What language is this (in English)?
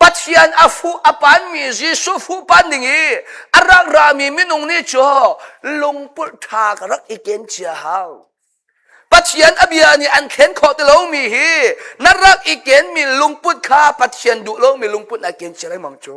Hakha Chin